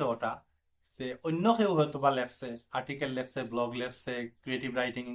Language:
Sylheti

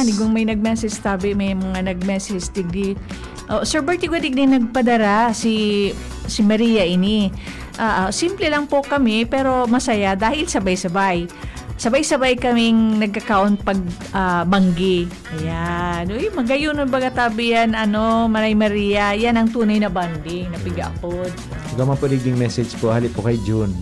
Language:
Bikol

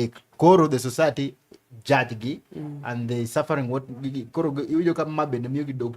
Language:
Luo (Kenya and Tanzania)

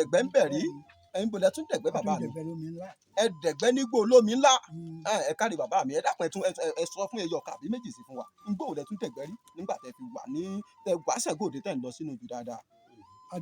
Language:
Yoruba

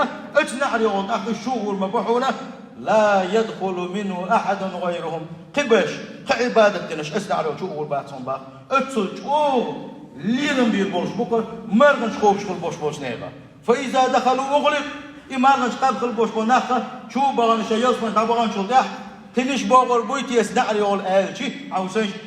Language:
Chechen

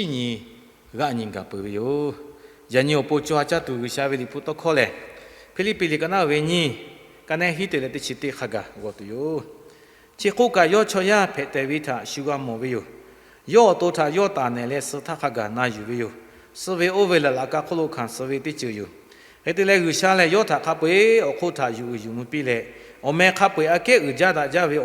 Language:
Lahu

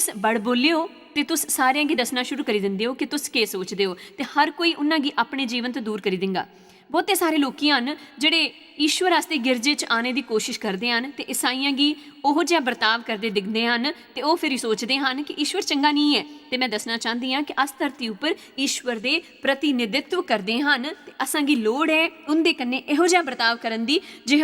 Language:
Dogri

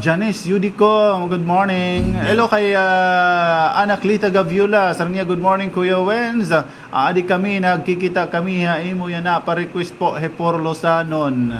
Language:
Waray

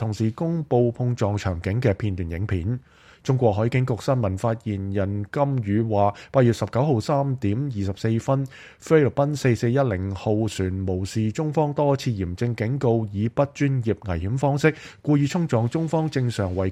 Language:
Cantonese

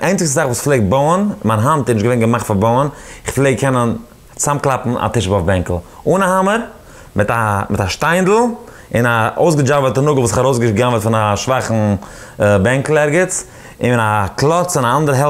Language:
Yiddish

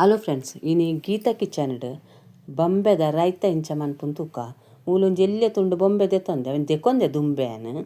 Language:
Tulu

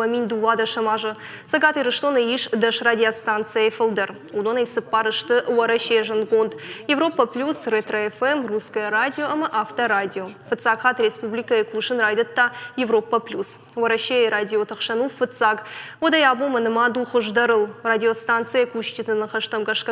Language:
Ossetic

